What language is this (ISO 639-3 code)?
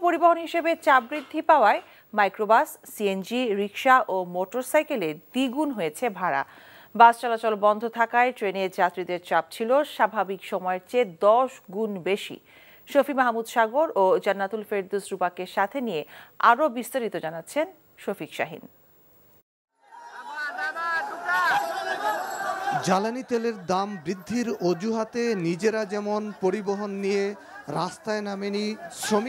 ben